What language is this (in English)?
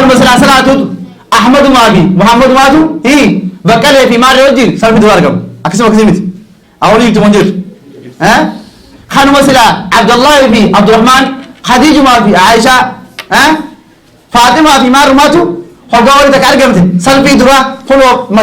Oromo